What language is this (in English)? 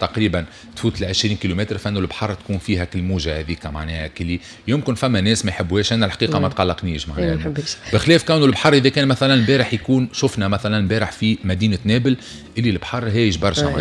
Tunisian Arabic